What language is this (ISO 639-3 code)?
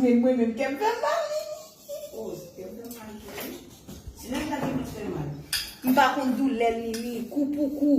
hat